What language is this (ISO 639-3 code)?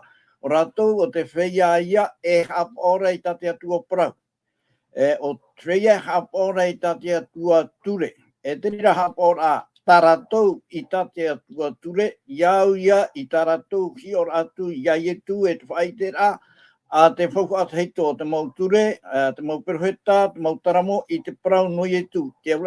tah